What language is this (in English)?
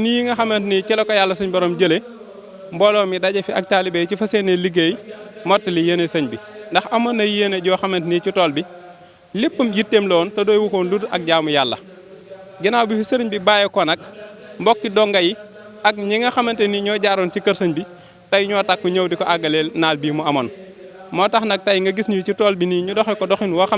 Wolof